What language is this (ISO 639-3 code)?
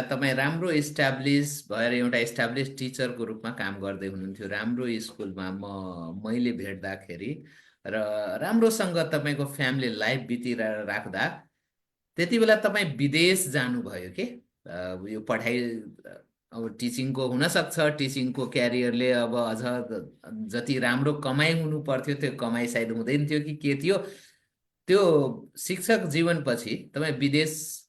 nep